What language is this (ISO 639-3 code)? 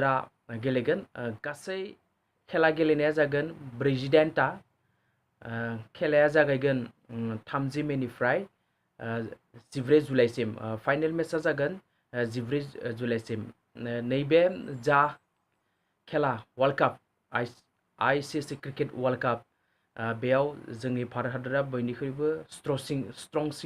brx